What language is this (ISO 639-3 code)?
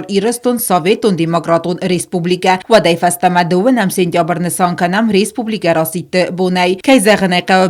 oss